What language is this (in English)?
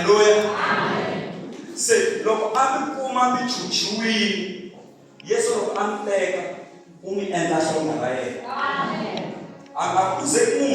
Tsonga